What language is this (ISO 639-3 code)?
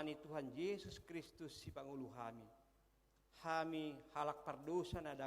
bbc